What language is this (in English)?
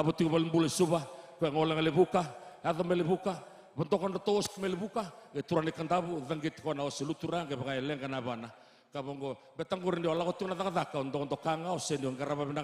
Fijian